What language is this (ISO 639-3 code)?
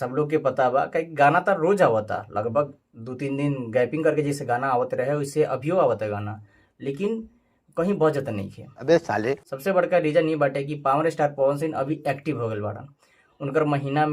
bho